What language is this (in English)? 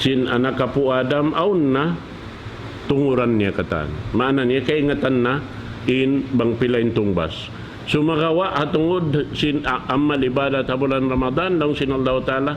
Tausug